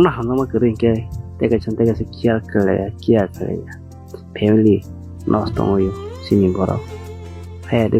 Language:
Kok Borok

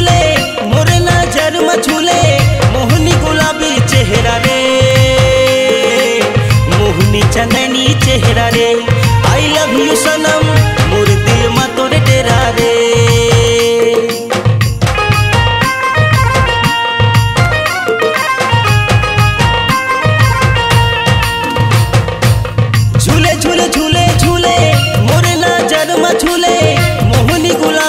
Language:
Chhattisgarhi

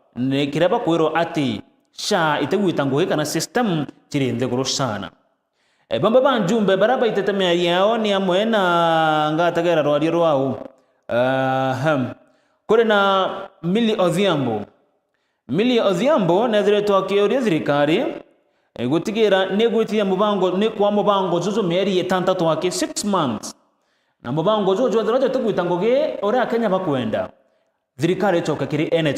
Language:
Meru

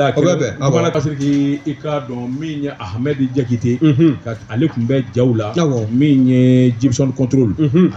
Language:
Bambara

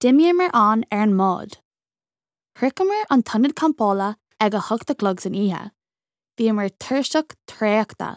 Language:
Irish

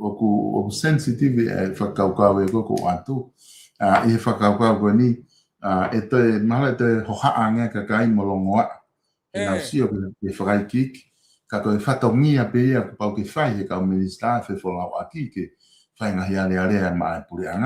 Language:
Tongan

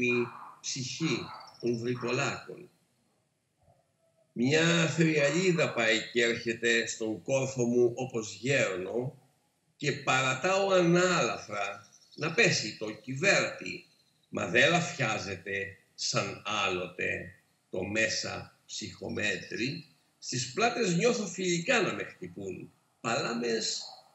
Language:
Greek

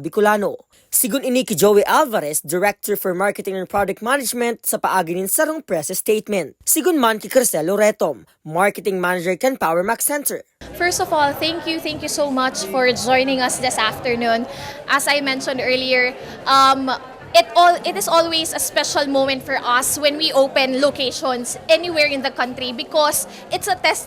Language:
Bikol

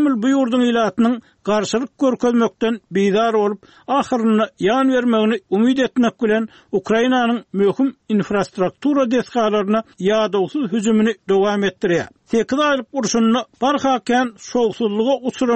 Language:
Turkmen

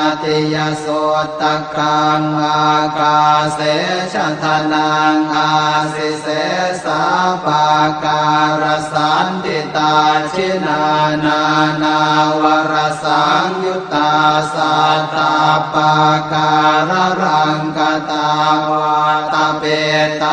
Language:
Pali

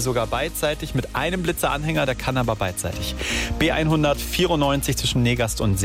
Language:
German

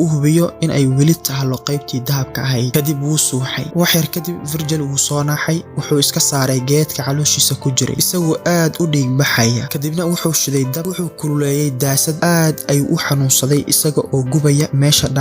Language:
Somali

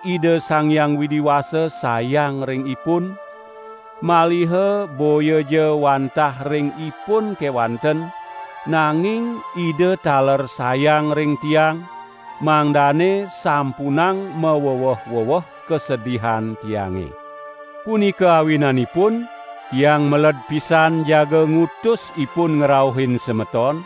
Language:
Balinese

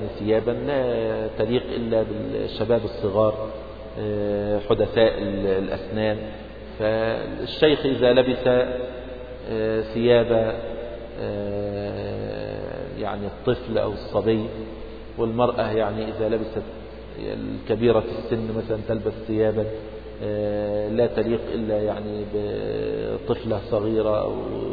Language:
Arabic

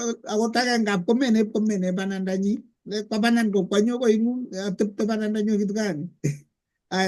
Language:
Kalenjin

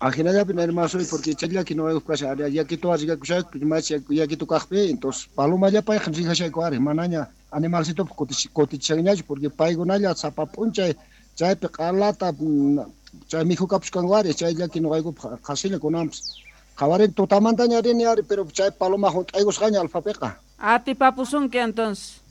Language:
South Bolivian Quechua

